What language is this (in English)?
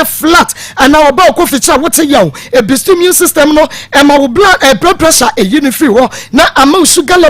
Akan